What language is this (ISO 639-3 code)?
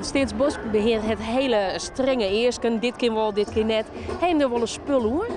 fry